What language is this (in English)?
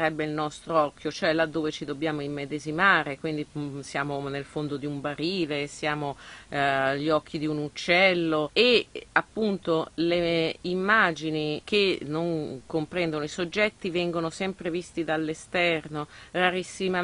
Italian